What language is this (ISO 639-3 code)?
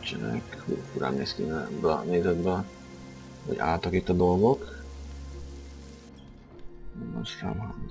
hun